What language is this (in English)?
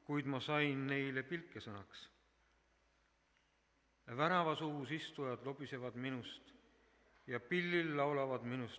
Estonian